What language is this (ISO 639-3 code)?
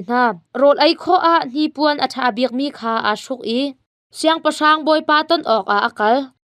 cnh